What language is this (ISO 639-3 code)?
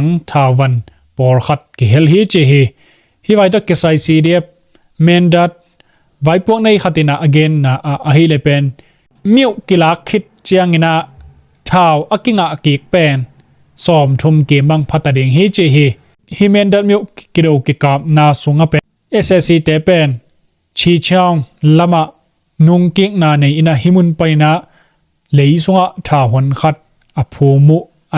ctd